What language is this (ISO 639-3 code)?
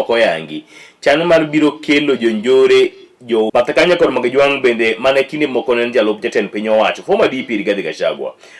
luo